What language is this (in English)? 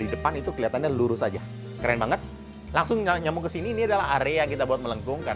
Indonesian